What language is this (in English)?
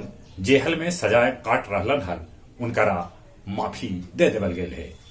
Magahi